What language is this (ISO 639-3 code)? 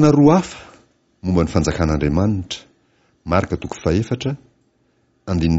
mlg